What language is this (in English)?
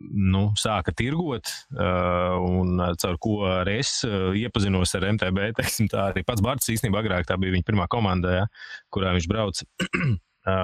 Latvian